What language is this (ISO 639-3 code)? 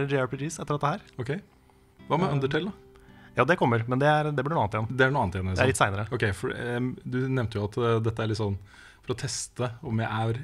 nor